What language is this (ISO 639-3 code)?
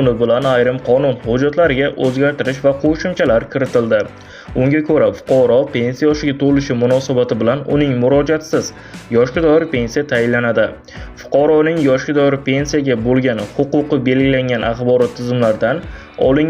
uzb